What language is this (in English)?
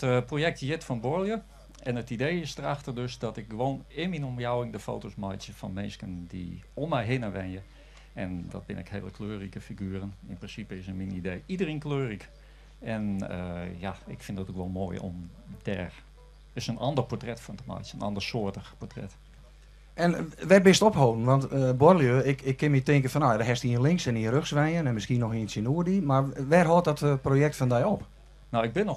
Western Frisian